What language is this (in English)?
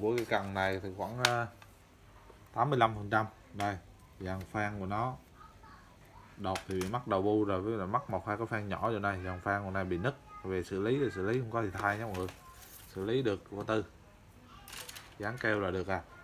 Vietnamese